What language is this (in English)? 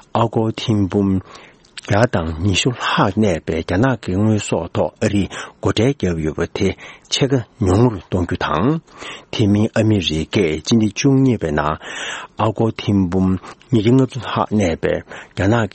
Tibetan